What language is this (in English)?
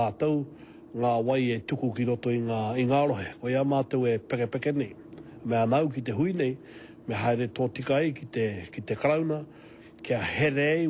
Māori